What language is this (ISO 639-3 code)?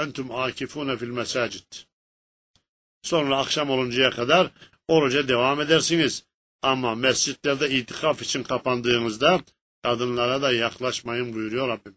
tur